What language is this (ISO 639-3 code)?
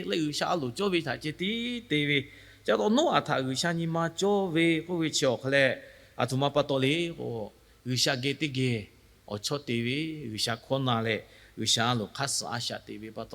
lhu